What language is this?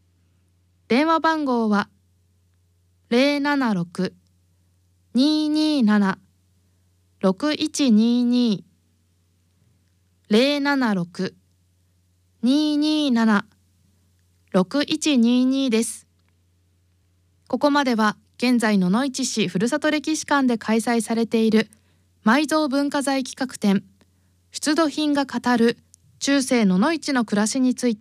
Japanese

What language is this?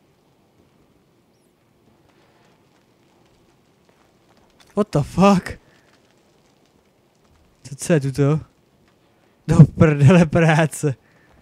Czech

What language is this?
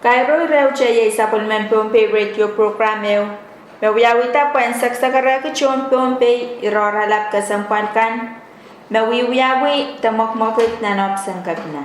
Pohnpeian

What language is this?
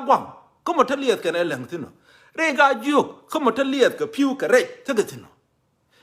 Nuer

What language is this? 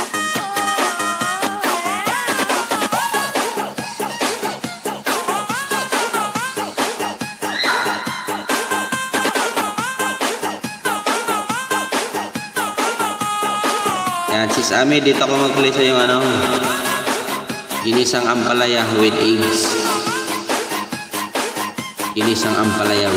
Filipino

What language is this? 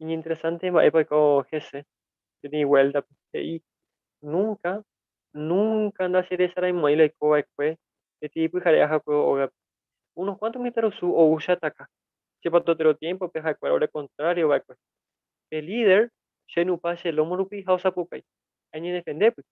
Guarani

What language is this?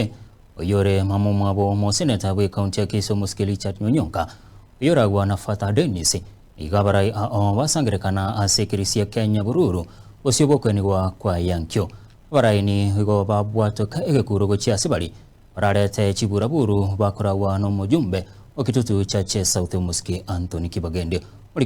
Gusii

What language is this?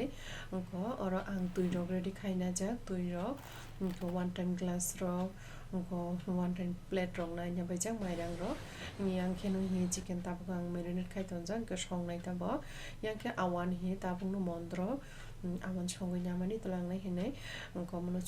Kok Borok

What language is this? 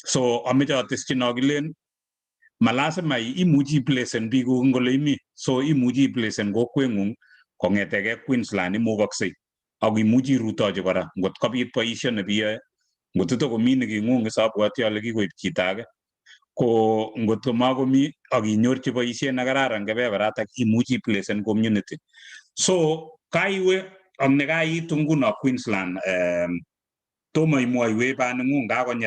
Kalenjin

